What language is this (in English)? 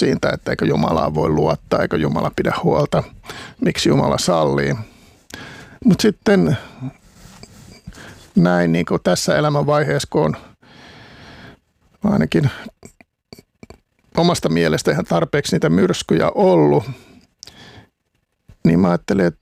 Finnish